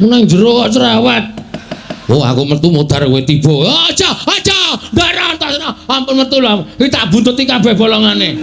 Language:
Javanese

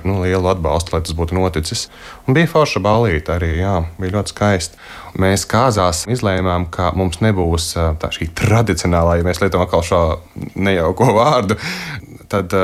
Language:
Latvian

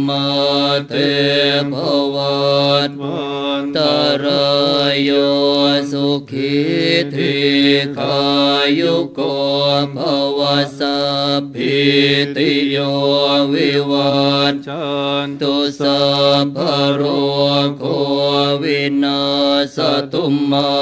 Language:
Pali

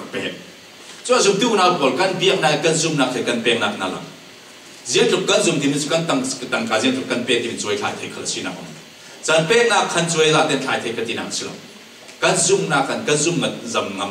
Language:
Falam Chin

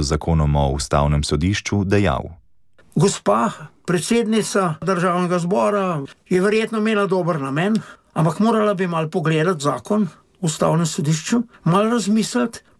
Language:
Slovenian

